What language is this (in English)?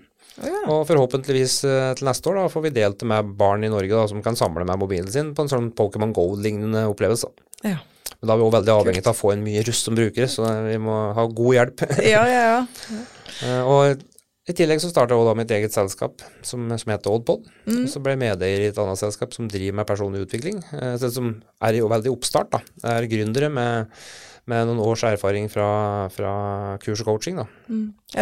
Norwegian